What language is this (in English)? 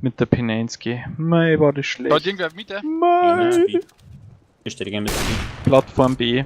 Bavarian